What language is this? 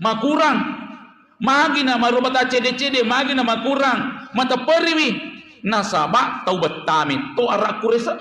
Buginese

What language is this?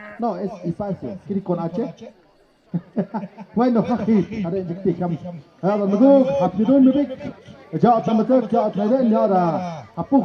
Tlahuitoltepec Mixe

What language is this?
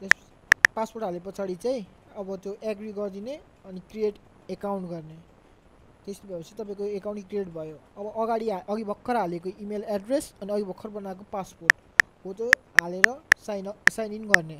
Nepali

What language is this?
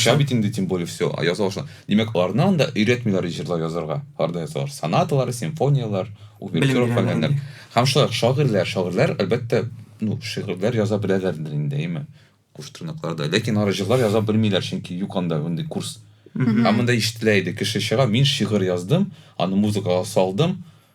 Tatar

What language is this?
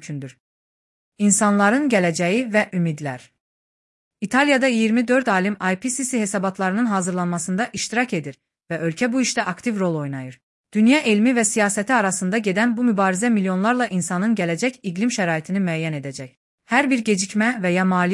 Azerbaijani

